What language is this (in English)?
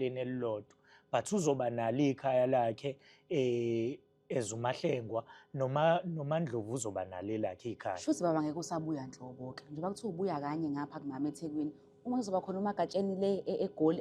Zulu